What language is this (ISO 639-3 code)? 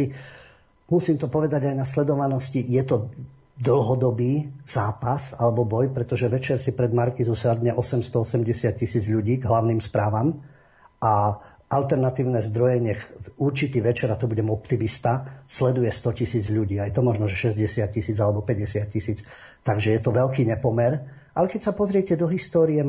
slk